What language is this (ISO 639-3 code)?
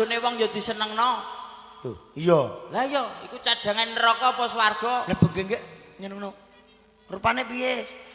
jav